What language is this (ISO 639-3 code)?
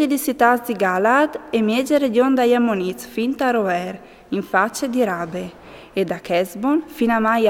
fur